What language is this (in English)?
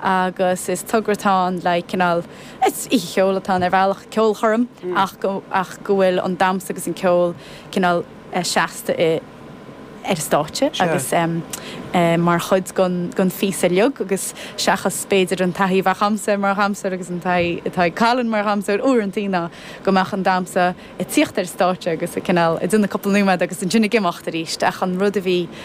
Irish